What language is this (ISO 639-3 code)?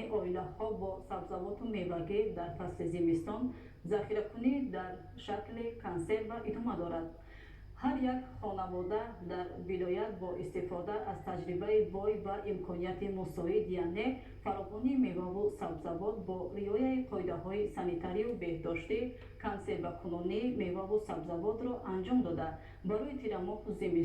tgk